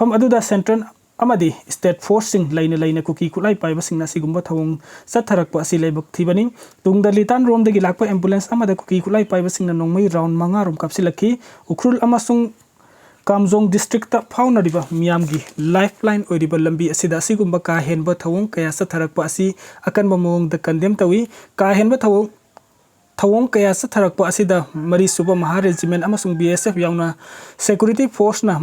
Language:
Manipuri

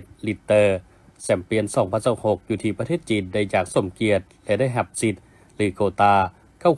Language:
Lao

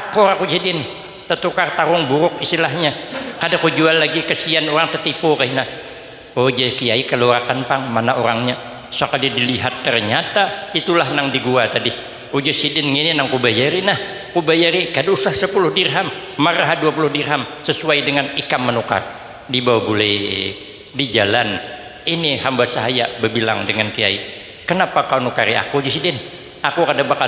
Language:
Banjar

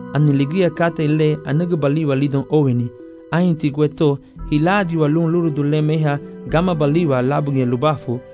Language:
Garifuna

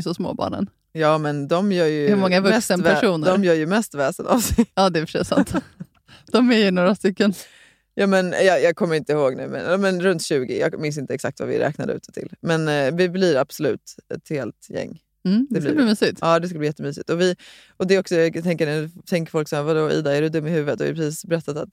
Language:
Swedish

